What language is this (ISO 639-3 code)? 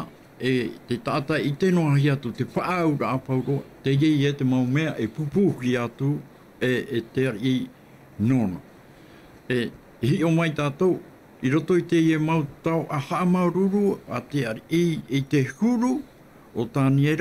tah